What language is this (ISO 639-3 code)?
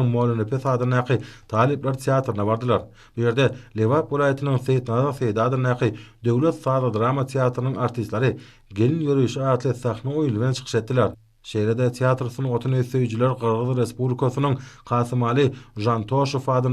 tuk